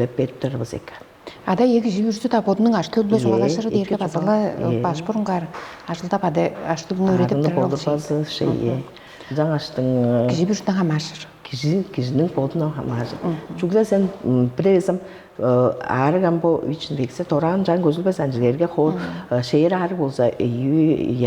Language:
Tuvinian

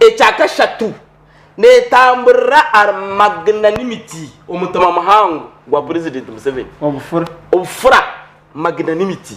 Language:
Nyankole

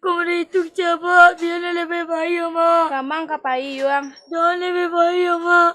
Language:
Minangkabau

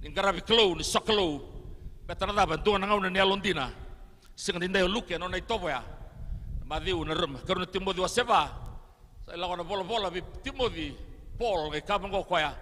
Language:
Fijian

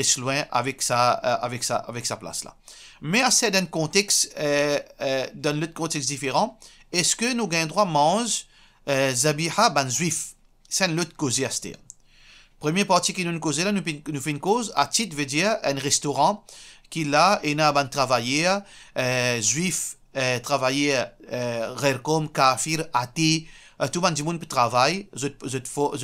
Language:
Morisyen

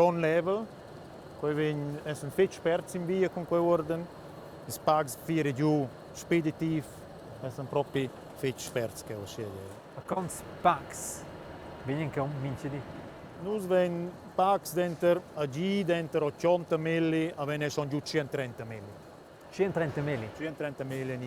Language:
Romansh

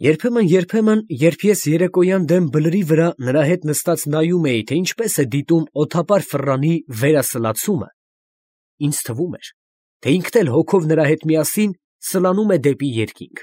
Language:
Armenian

